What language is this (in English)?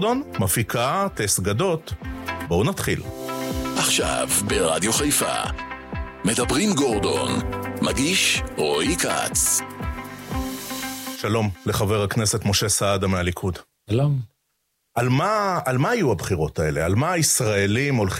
Hebrew